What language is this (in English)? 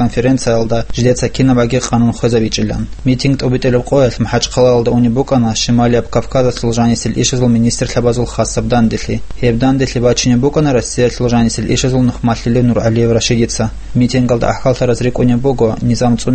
Avaric